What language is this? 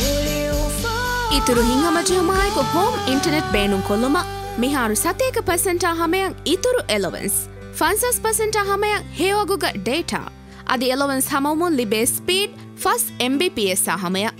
Divehi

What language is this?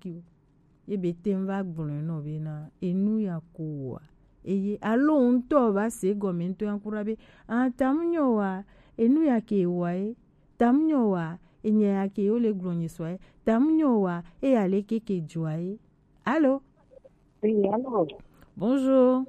Gen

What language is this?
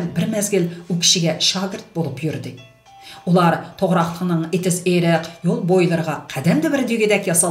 Uyghur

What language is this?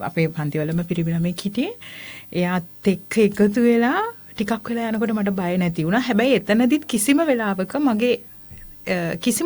Sinhala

